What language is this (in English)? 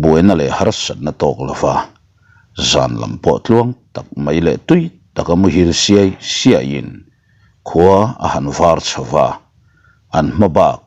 Mizo